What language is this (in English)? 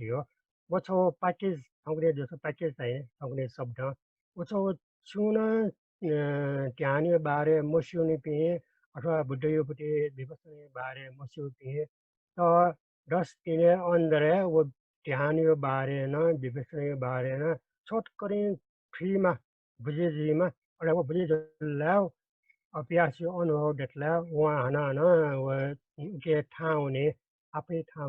Newari